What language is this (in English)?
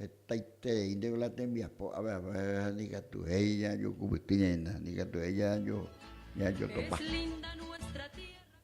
Guarani